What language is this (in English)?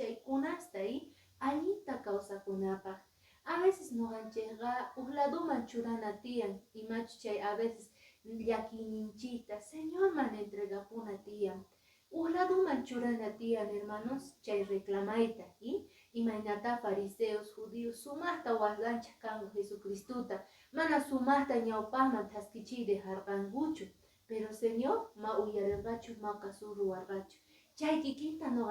Quechua